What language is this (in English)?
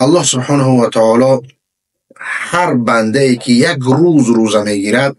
Persian